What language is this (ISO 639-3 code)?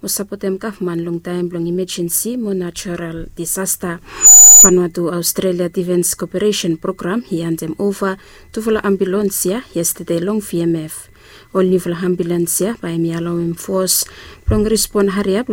bis